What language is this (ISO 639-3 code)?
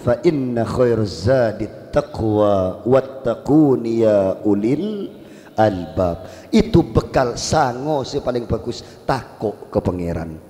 mad